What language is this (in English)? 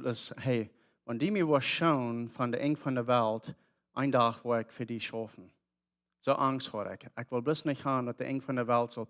Plautdietsch